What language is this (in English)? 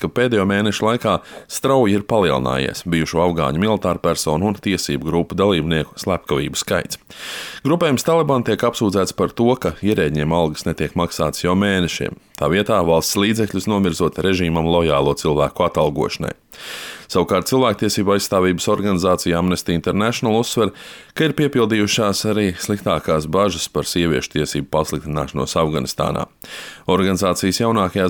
Latvian